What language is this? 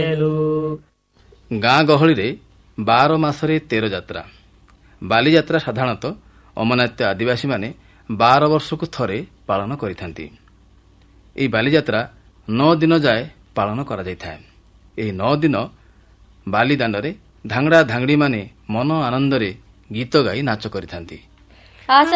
Odia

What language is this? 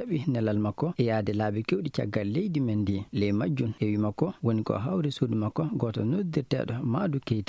Fula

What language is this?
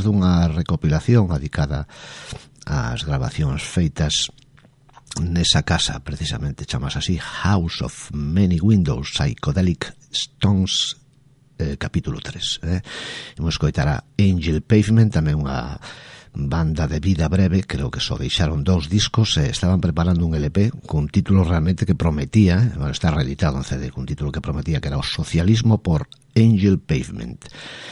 Galician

